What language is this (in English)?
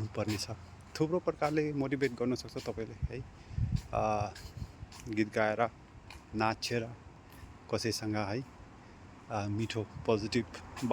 Nepali